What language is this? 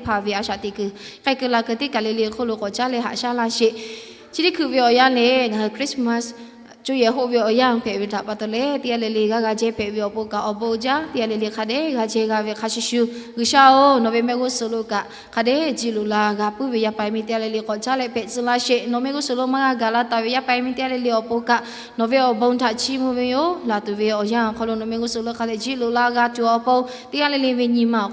Lahu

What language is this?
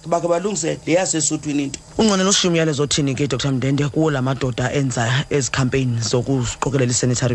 Xhosa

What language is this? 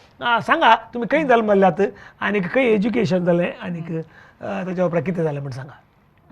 Konkani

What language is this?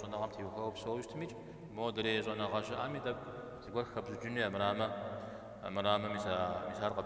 Kabardian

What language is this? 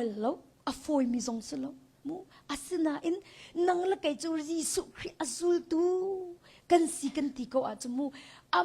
Hakha Chin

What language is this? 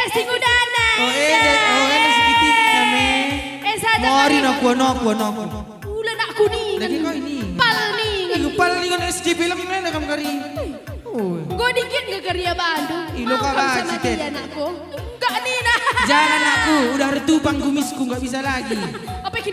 Batak Karo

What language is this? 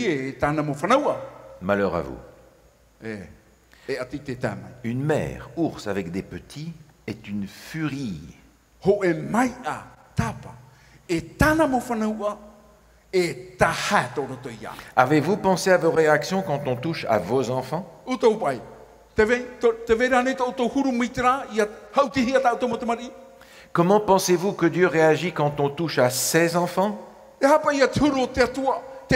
Tahitian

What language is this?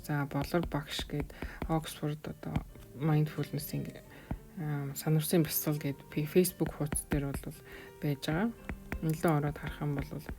Mongolian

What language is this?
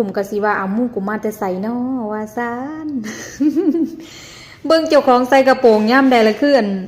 Lao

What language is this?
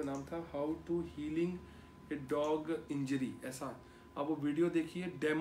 Hindi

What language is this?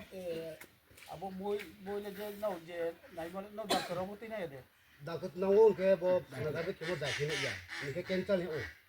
Riang (India)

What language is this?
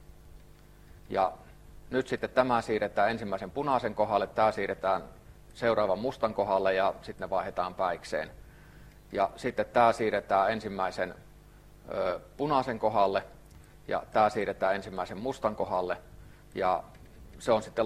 Finnish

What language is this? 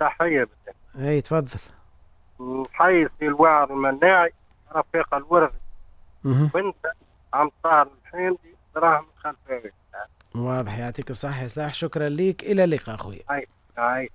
Tunisian Arabic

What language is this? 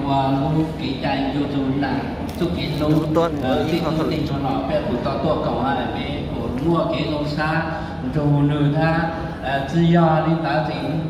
Hmong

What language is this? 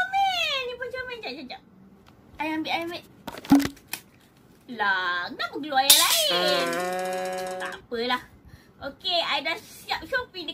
Malay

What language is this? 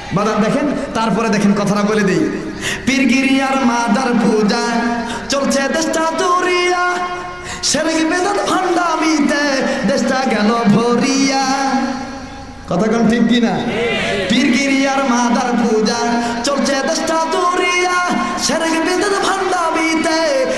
Bangla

